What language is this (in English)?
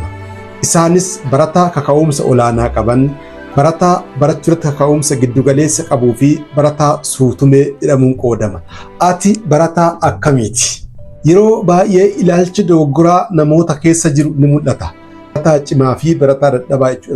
Oromo